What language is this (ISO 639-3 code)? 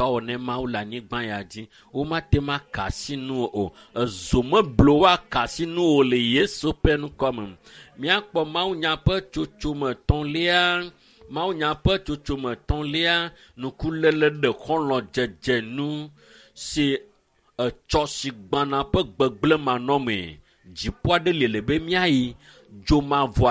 ewe